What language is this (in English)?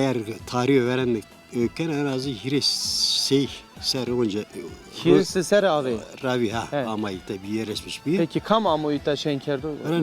Zaza